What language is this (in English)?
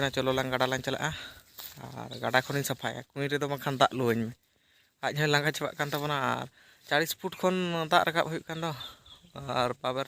Santali